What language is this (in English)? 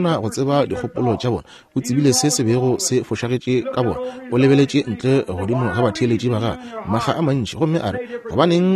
Northern Sotho